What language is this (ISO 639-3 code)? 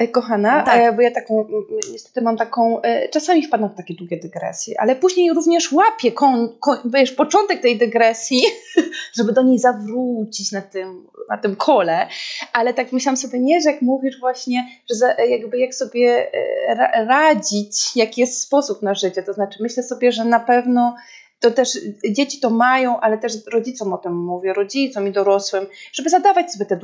pol